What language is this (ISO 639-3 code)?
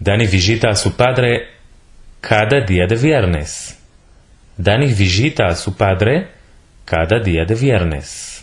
lad